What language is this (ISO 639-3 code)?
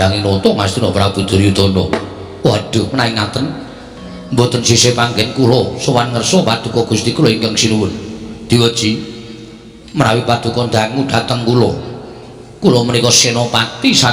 jav